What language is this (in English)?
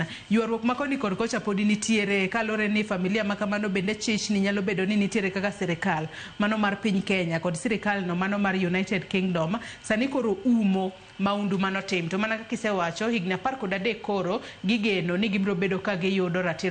Luo (Kenya and Tanzania)